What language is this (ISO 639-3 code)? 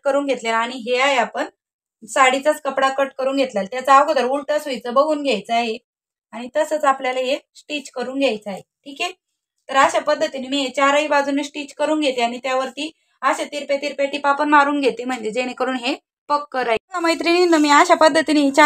mar